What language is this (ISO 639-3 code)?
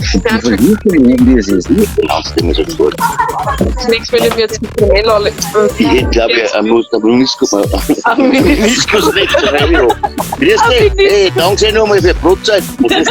bar